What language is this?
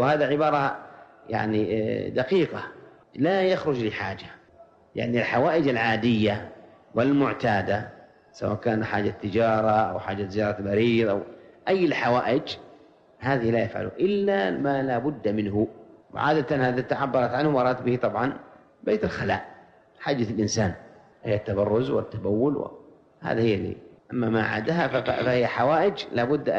Arabic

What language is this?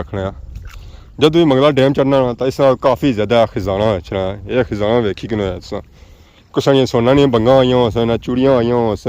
Pahari-Potwari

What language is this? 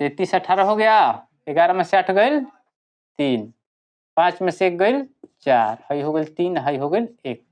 Bhojpuri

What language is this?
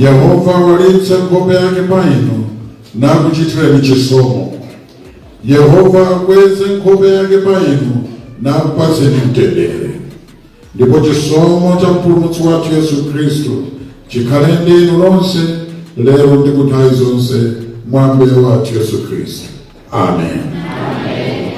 Nyanja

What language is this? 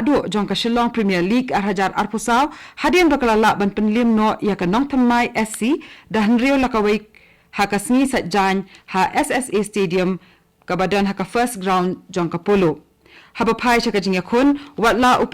Khasi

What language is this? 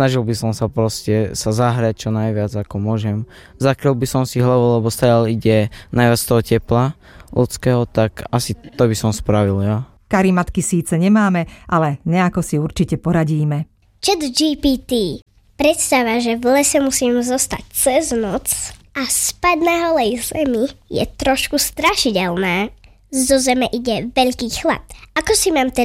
Slovak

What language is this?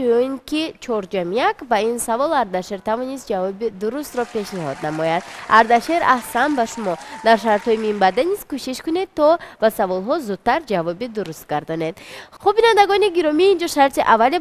Tajik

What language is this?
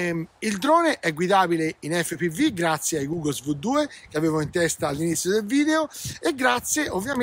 Italian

